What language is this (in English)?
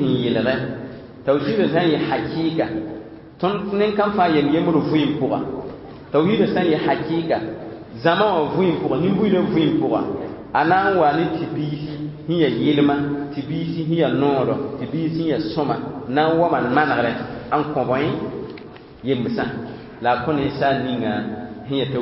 Mossi